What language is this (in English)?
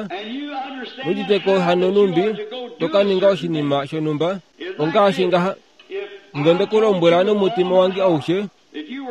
Kuanyama